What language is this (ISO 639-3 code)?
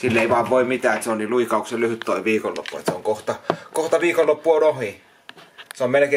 fin